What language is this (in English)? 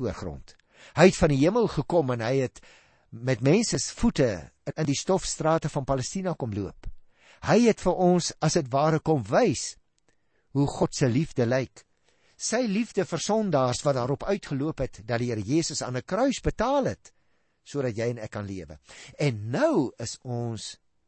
Afrikaans